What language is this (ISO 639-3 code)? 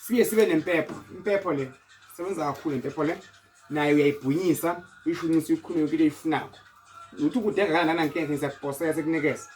zul